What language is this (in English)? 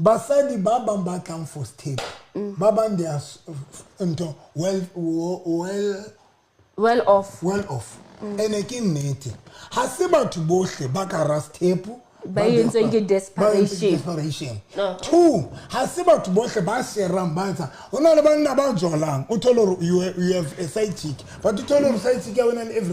Southern Sotho